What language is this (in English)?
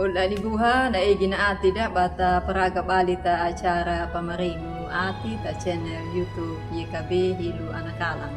Anakalangu